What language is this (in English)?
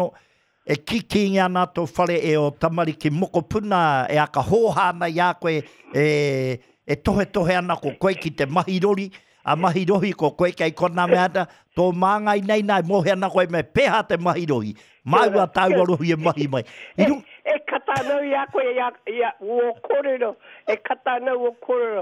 Māori